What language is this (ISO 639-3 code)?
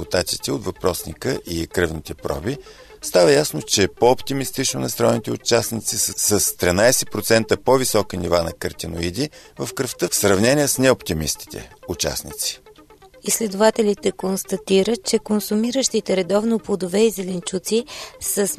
bul